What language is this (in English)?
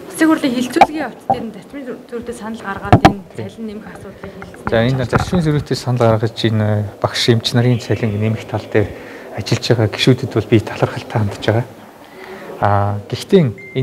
Mongolian